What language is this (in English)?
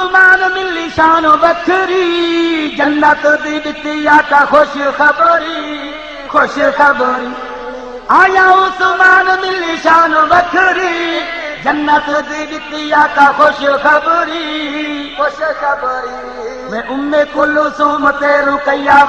Saraiki